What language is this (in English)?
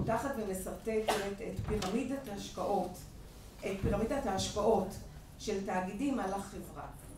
Hebrew